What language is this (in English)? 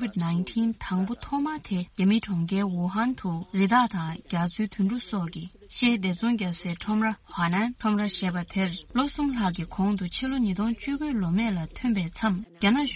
Tibetan